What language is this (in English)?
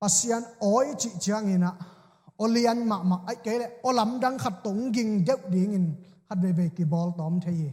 Tedim Chin